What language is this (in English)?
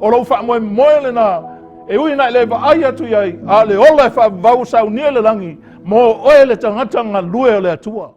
Samoan